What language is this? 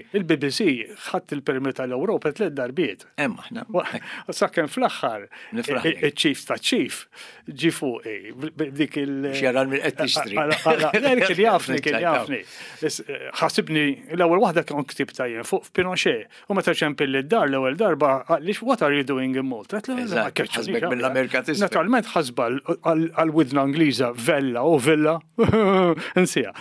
Maltese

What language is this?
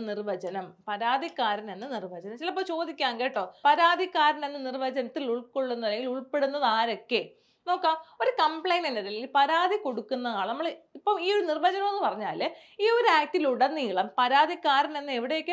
Malayalam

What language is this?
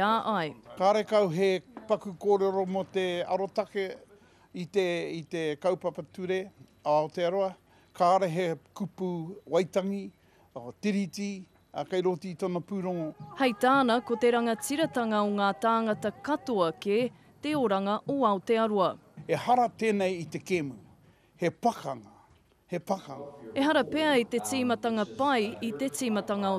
Māori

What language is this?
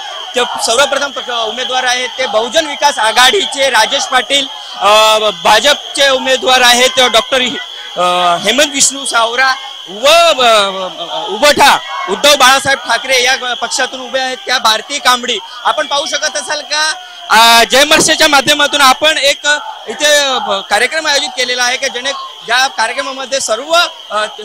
Marathi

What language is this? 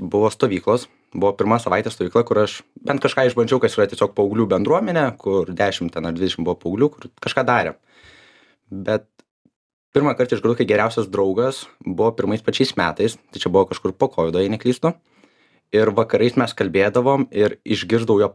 Lithuanian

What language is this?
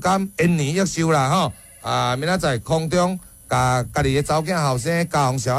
Min Nan Chinese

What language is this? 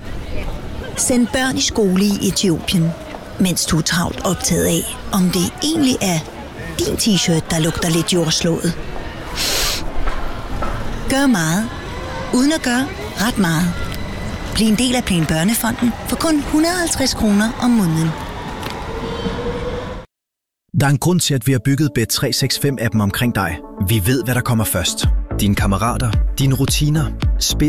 Danish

